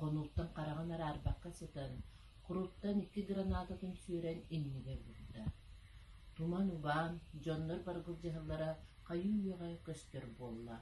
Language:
Yakut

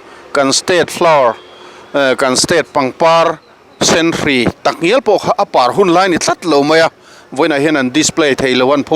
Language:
Mizo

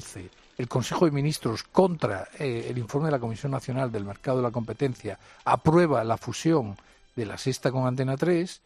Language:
Spanish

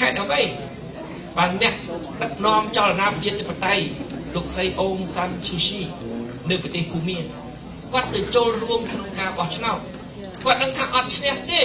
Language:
Khmer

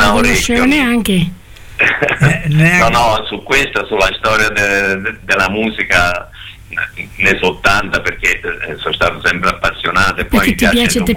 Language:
Italian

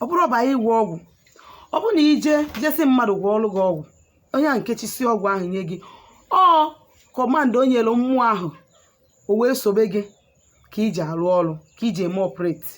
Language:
Igbo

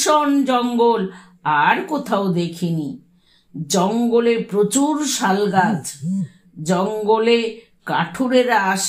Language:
Bangla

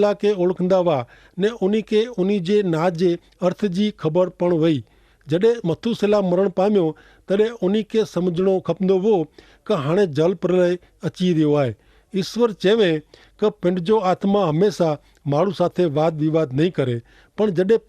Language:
Kachhi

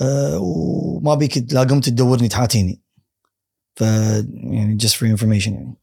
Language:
Gulf Arabic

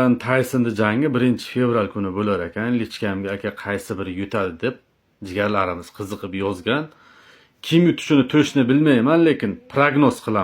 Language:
Uzbek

